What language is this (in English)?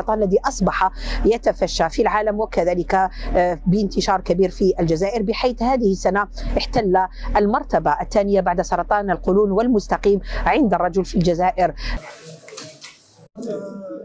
Arabic